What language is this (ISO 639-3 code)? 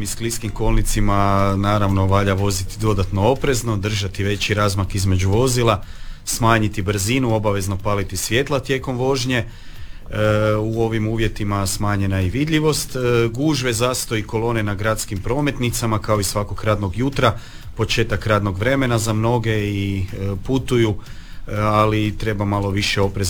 hrv